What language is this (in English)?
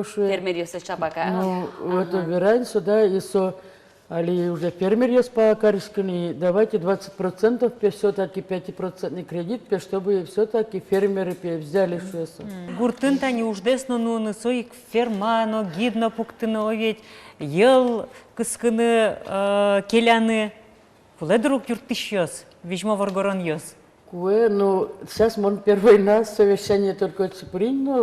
Udmurt